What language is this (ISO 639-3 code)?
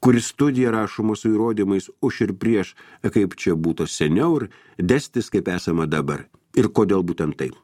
lit